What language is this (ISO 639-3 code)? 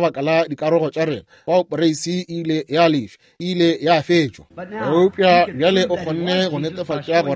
nso